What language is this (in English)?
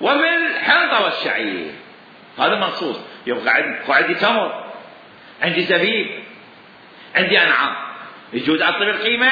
Mesopotamian Arabic